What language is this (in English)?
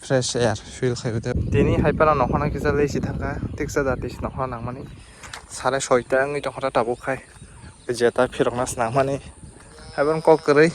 Kok Borok